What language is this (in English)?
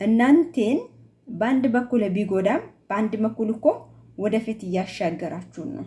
Amharic